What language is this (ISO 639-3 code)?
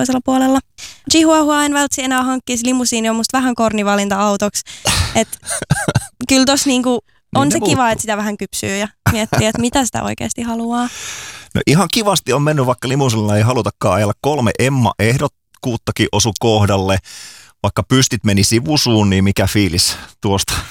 fin